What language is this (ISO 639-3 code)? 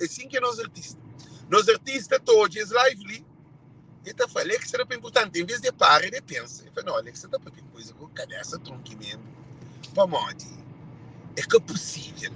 kea